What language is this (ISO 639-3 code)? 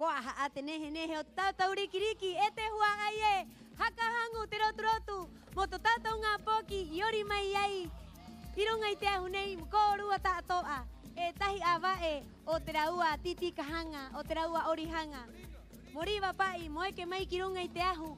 rap